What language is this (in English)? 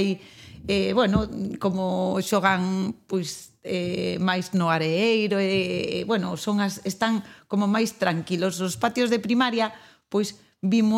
Galician